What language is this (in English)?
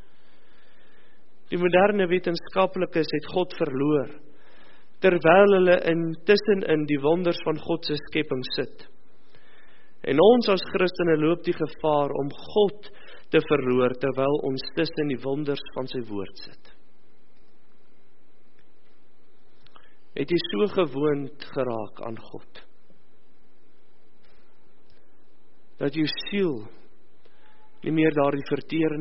Afrikaans